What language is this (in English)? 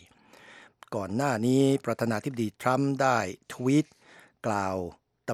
Thai